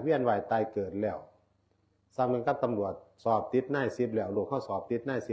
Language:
Northeastern Thai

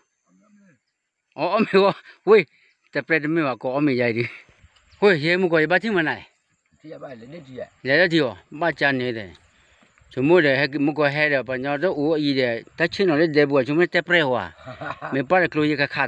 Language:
S'gaw Karen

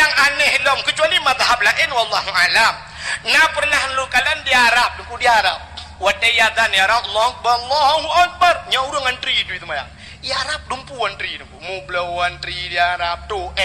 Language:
Achinese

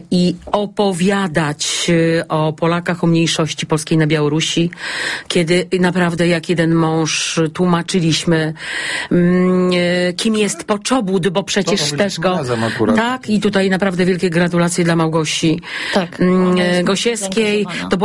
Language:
Polish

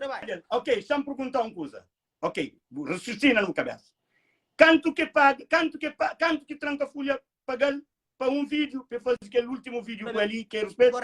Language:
Kabuverdianu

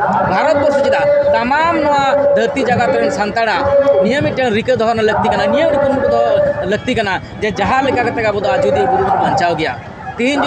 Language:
Santali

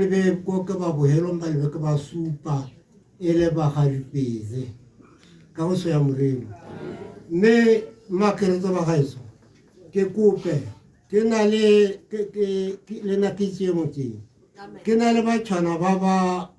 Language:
Tswana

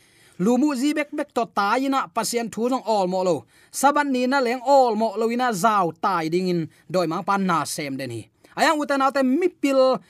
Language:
Tedim Chin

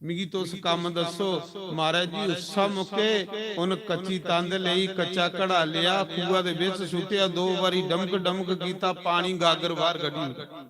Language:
Dogri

